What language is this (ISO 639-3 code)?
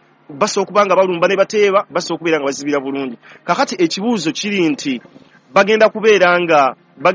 lug